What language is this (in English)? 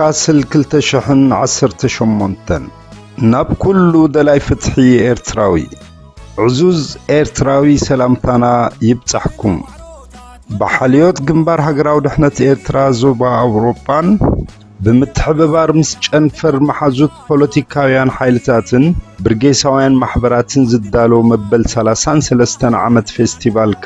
Tigrinya